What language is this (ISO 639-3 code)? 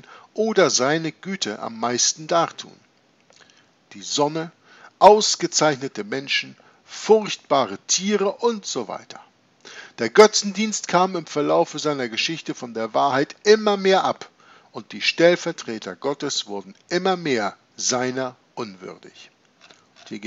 deu